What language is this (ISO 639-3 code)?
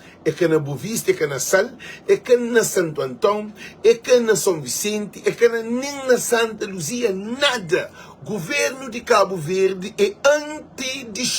kea